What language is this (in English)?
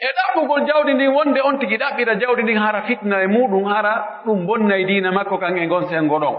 Pular